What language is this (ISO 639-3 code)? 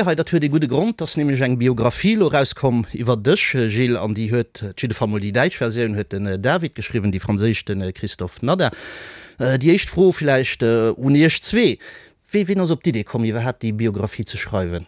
ltz